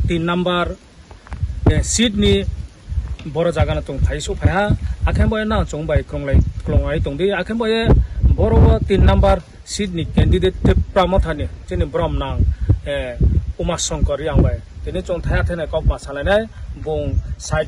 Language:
Kok Borok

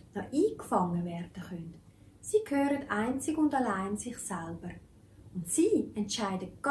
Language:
Swiss German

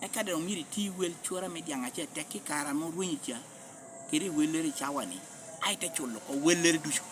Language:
Lango (Uganda)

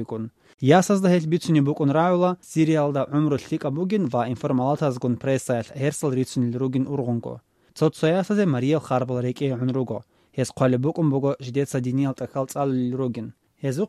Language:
Avaric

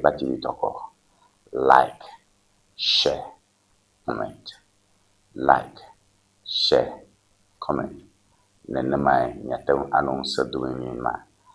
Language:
Ewe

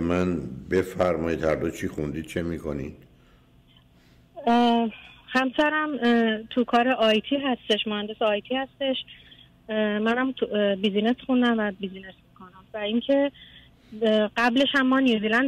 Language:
Persian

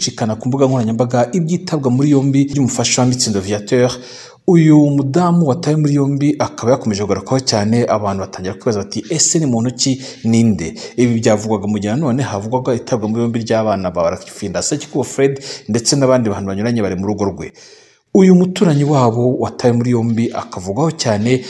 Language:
Kinyarwanda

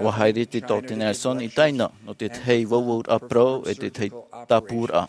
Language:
Tahitian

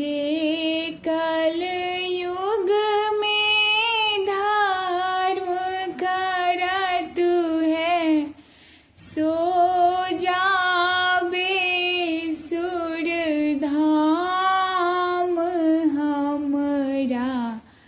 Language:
Maithili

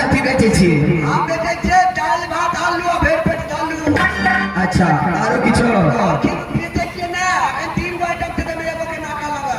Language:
Maithili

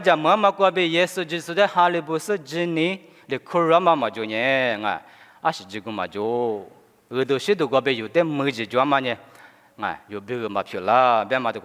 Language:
Lisu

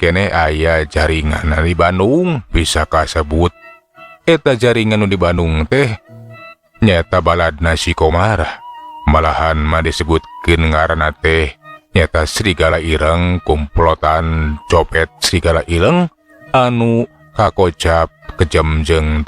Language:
Sundanese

